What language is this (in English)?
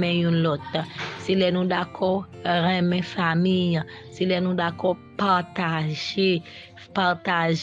Haitian Creole